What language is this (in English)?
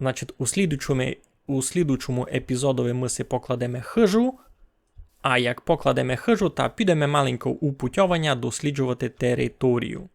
Rusyn